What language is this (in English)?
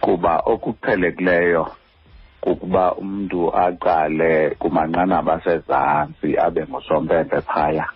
Xhosa